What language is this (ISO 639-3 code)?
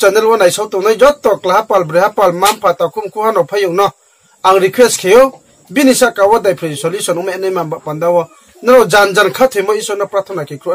ria